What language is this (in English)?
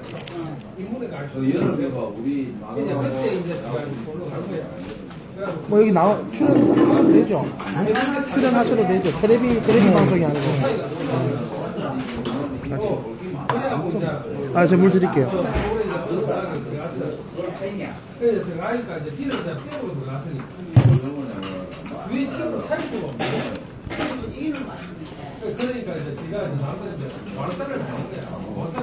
Korean